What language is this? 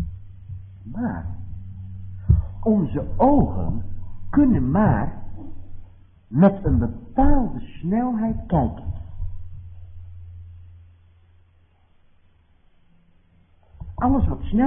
Dutch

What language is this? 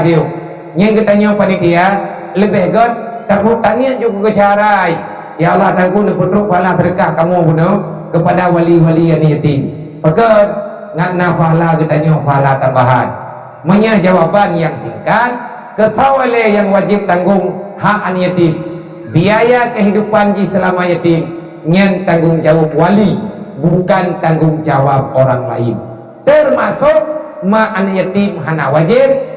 Achinese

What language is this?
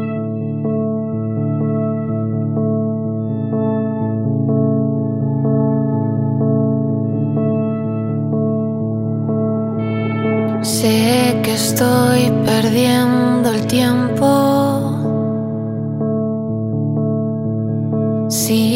Basque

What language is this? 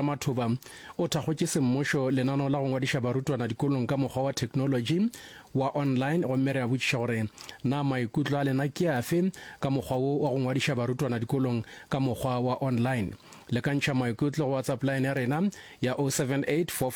Northern Sotho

